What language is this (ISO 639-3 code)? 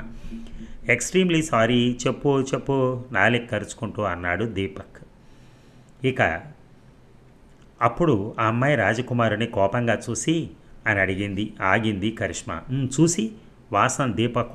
tel